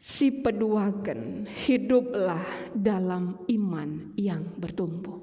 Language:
Batak Karo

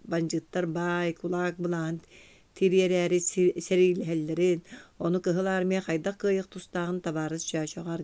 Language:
Yakut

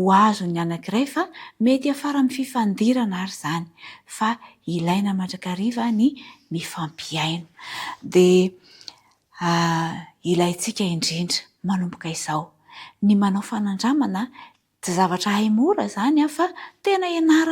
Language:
Malagasy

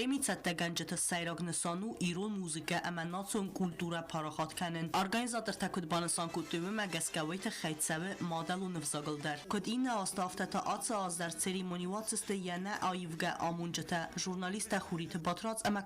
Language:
Ossetic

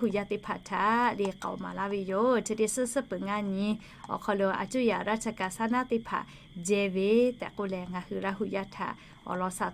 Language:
Lahu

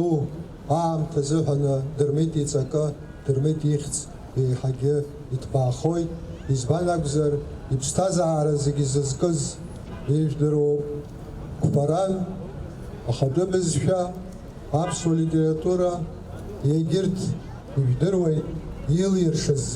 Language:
Abkhazian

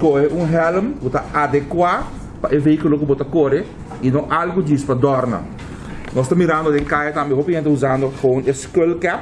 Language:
Papiamento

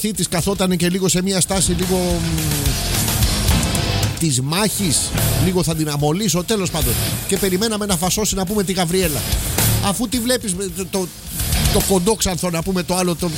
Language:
Greek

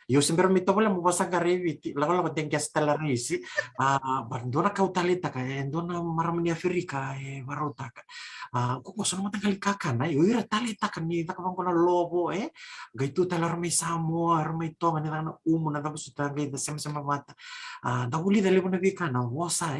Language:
Fijian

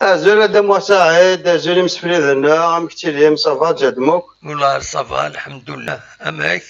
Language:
Kabyle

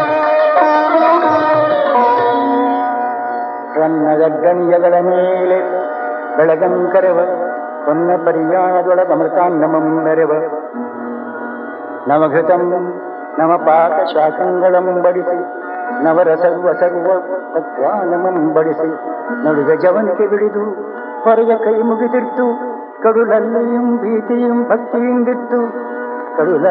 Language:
Kannada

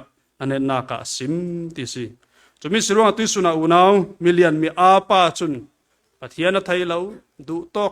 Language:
Falam Chin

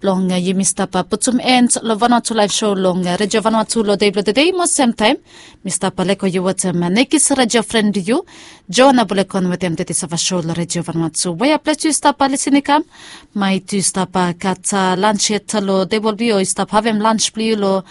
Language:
Bislama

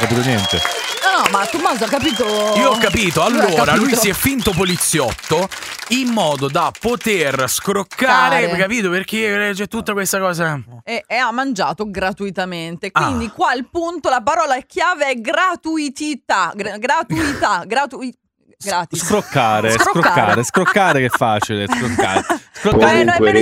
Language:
Italian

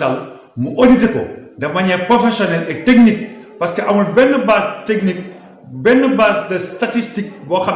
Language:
Wolof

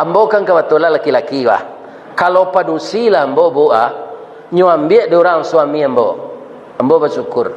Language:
Minangkabau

